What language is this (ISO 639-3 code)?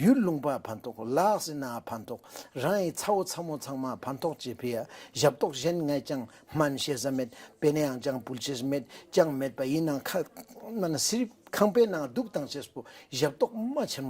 lbj